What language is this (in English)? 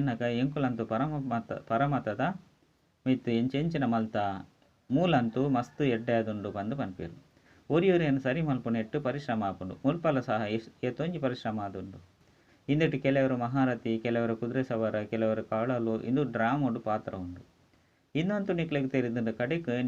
Tulu